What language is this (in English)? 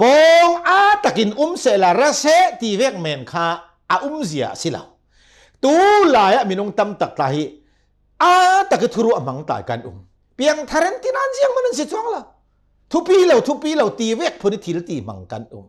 Hakha Chin